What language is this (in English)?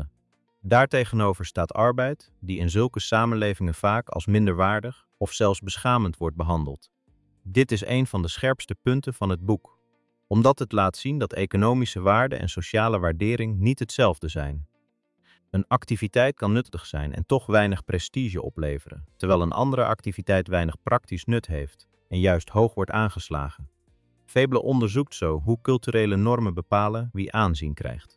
Dutch